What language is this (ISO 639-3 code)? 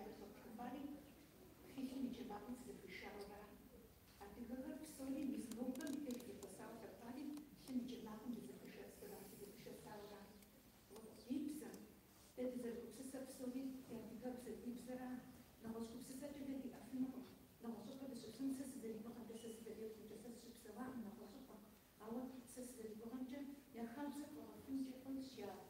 kbd